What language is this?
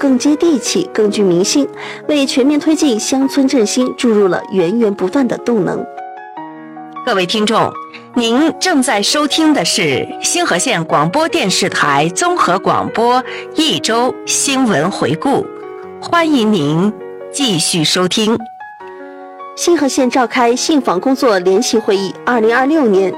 Chinese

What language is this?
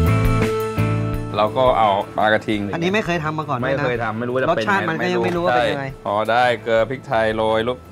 Thai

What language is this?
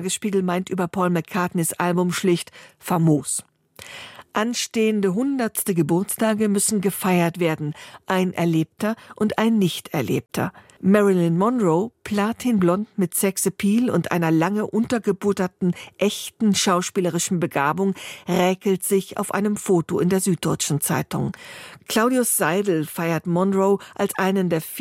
German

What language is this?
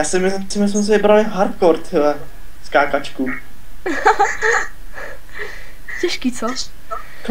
Czech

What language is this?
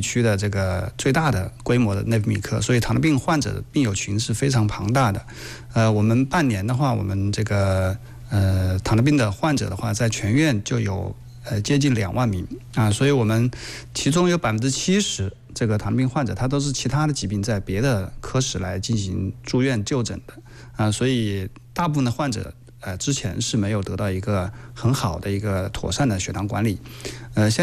Chinese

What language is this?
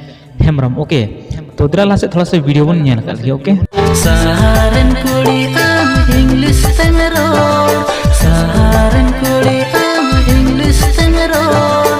Santali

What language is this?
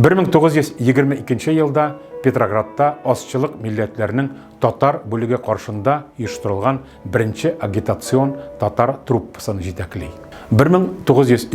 Tatar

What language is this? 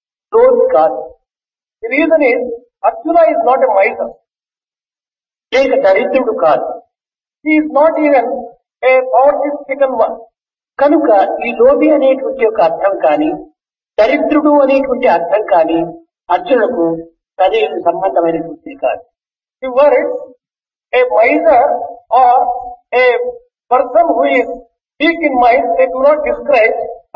Telugu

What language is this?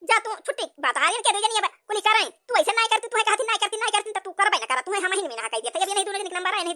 Awadhi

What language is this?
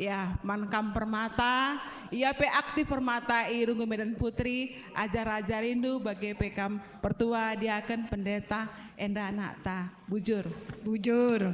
Batak Karo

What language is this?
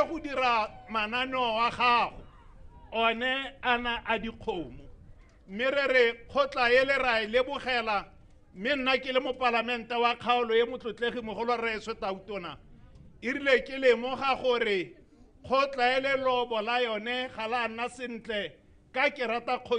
Tswana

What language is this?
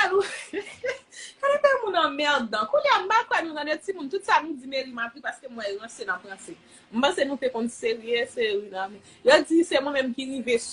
Haitian Creole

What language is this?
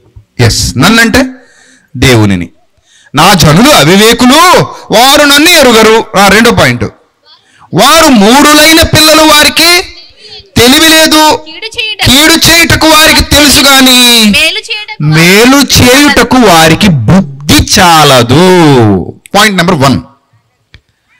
Telugu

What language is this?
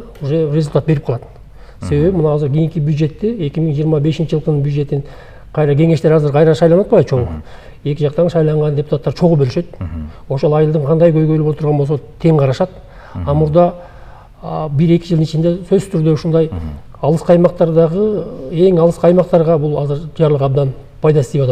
Kyrgyz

